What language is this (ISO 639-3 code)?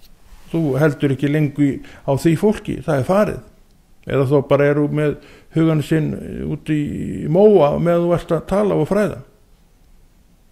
isl